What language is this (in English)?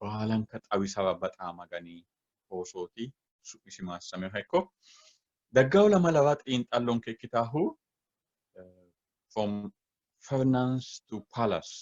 Sidamo